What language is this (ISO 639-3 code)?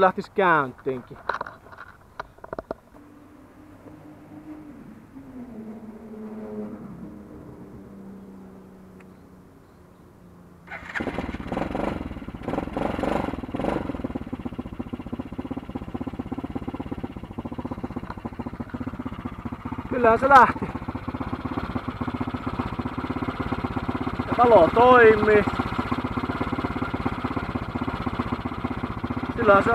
fin